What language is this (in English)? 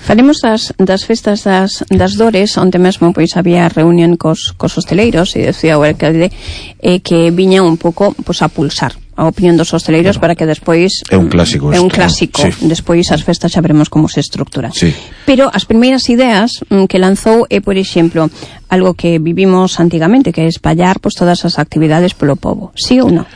Galician